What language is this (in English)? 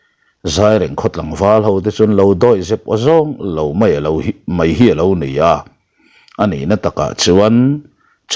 Mizo